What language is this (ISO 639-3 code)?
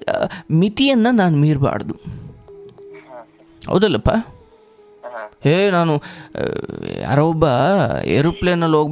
kan